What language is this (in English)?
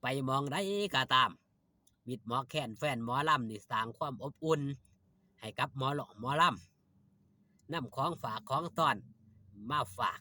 Northeastern Thai